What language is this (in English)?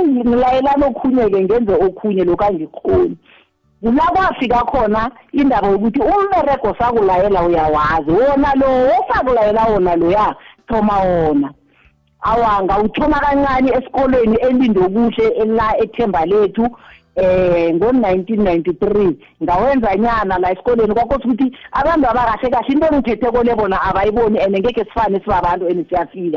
South Ndebele